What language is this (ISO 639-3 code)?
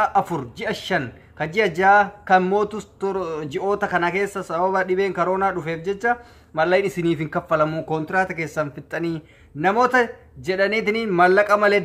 orm